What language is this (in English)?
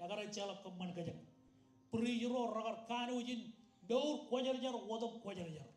Marshallese